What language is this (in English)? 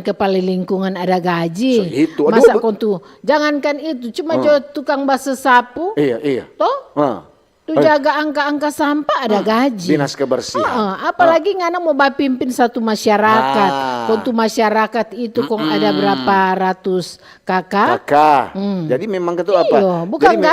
Manado Malay